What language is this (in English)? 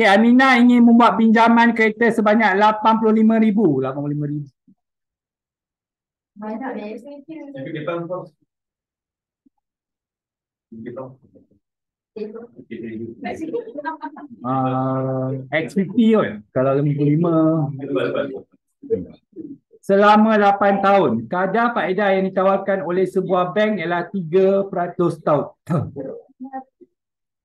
Malay